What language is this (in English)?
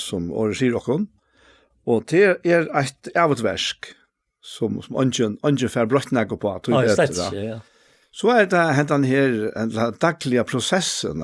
Faroese